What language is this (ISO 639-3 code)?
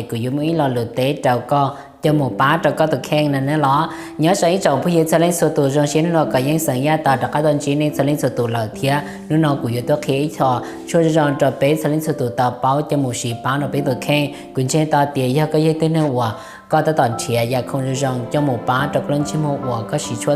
hmn